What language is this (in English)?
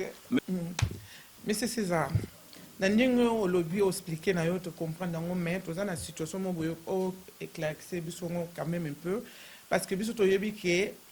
Lingala